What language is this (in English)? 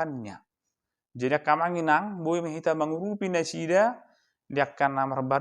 Batak Toba